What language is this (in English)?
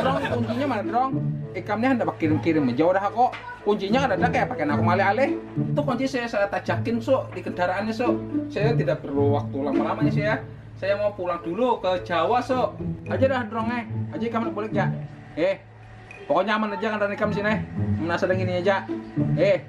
Banjar